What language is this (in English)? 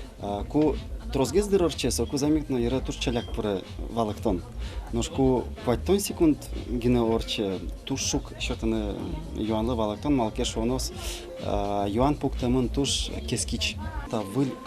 Udmurt